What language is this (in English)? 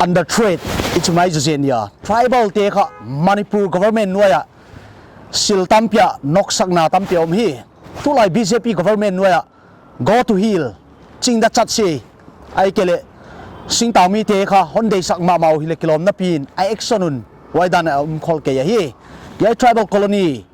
Paite Chin